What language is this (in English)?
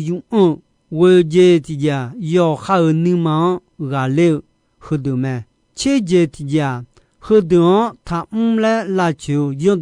Akha